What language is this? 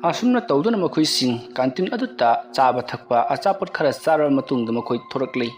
Manipuri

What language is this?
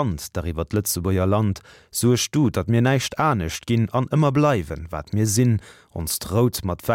Luxembourgish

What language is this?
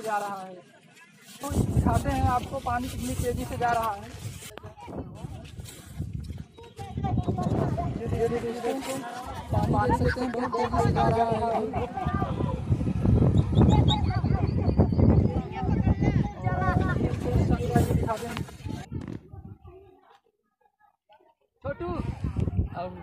Hindi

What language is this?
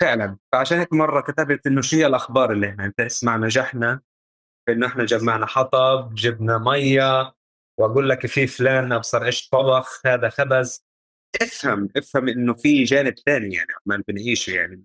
North Levantine Arabic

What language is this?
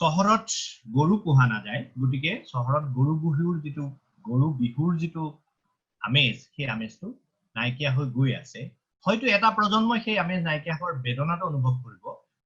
Assamese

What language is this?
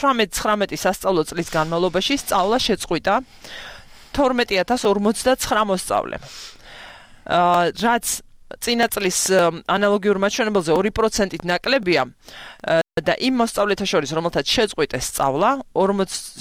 Georgian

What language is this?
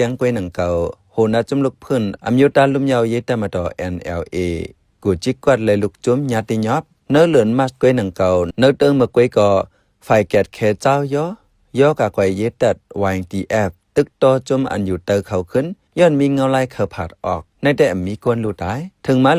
Shan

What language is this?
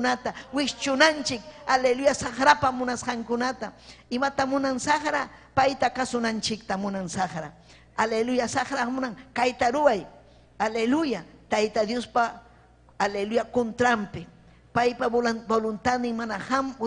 Ayacucho Quechua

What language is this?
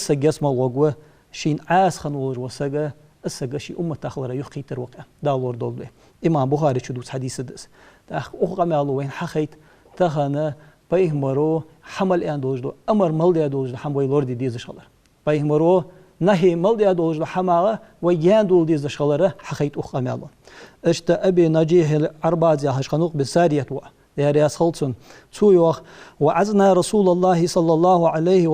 Ingush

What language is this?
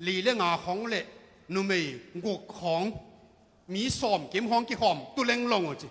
Tedim Chin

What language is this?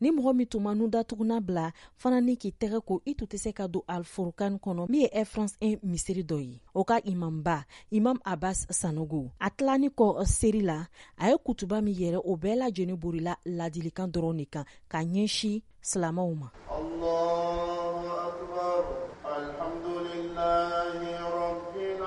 Bambara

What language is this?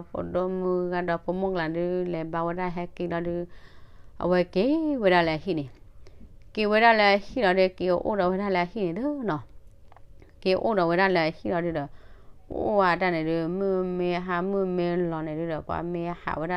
S'gaw Karen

